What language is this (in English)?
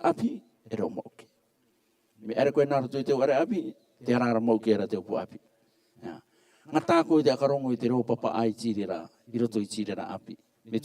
Rarotongan